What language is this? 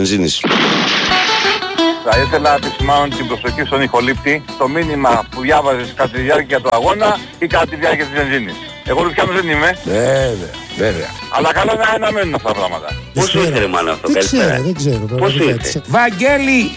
Greek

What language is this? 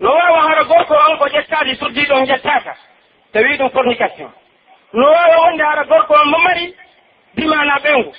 Pular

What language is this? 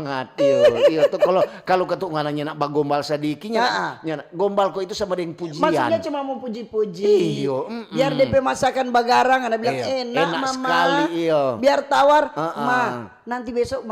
Manado Malay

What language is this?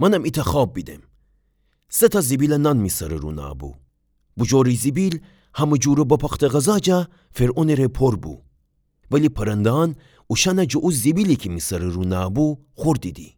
Gilaki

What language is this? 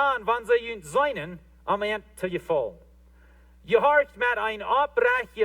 Plautdietsch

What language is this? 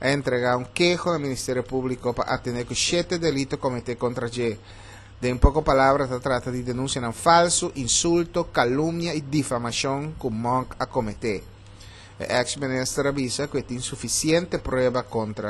Papiamento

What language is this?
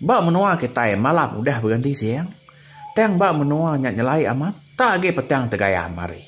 Iban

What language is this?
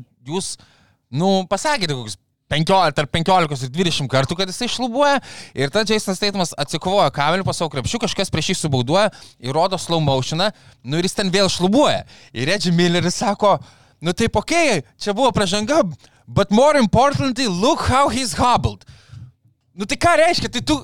Lithuanian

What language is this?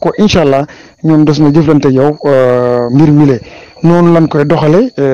Wolof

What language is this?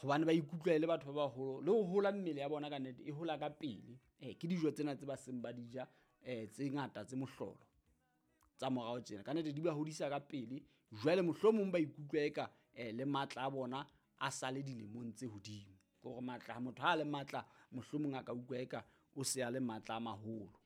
Southern Sotho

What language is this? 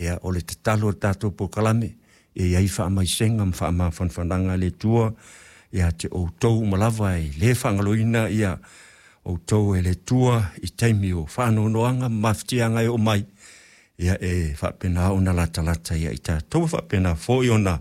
Samoan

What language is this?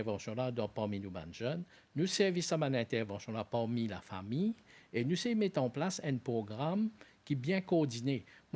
Morisyen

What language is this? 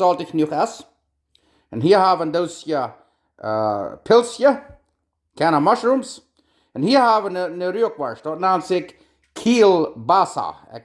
Plautdietsch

